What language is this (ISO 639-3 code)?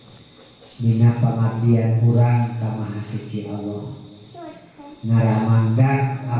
sun